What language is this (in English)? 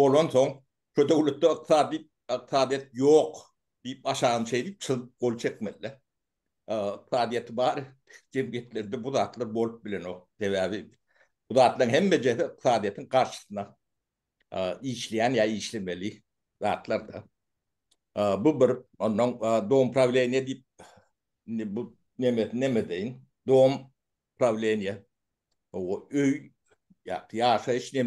Turkmen